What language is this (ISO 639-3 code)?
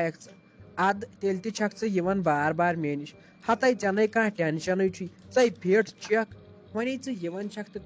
kas